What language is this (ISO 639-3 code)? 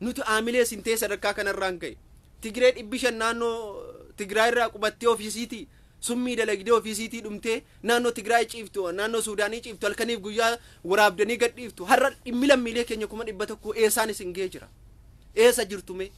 orm